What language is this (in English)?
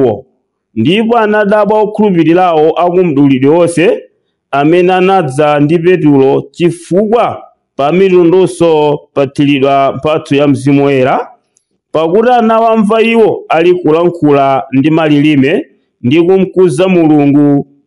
Nyanja